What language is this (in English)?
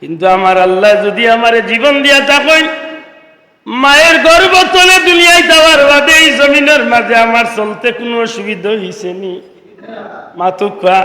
Sylheti